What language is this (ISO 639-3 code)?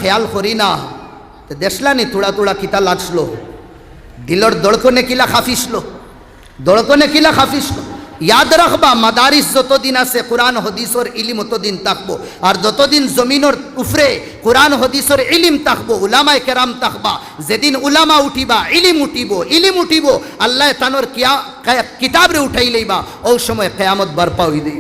syl